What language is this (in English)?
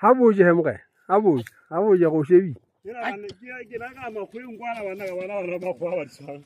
Southern Sotho